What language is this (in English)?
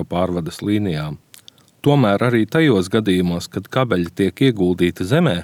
Latvian